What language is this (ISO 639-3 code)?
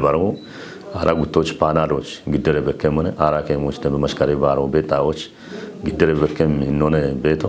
kbr